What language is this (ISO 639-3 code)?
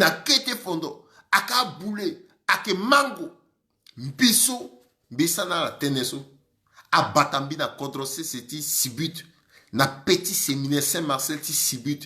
sag